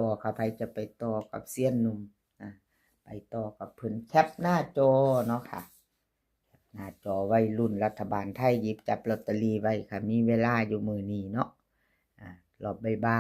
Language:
Northeastern Thai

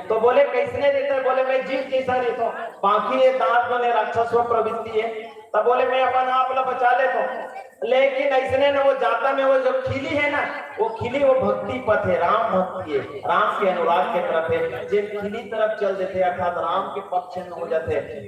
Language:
Chhattisgarhi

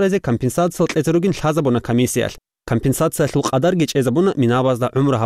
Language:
Avaric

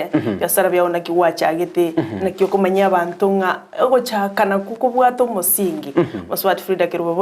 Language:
Gusii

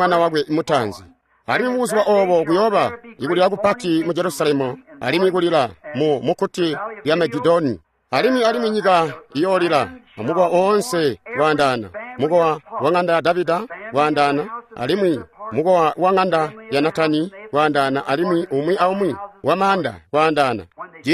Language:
Tonga (Zambia)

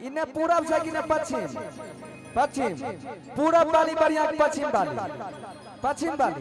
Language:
Maithili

